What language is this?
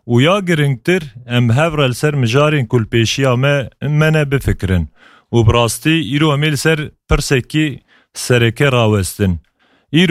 Kurdish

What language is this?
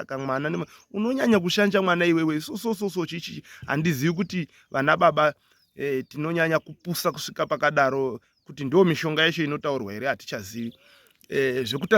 Shona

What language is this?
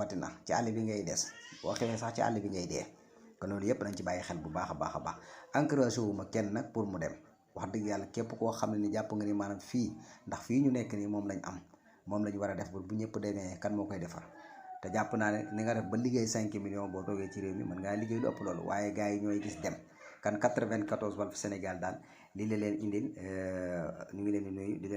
Wolof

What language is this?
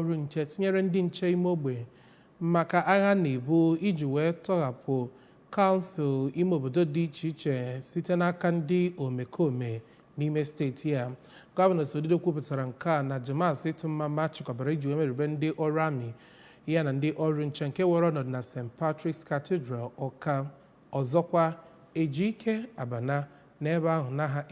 Igbo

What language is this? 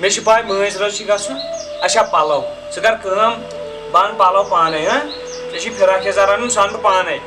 Kashmiri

